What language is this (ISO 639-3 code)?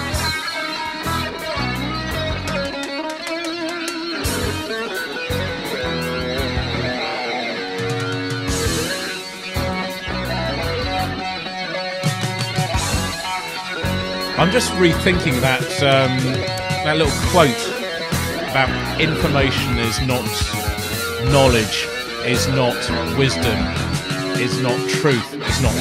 eng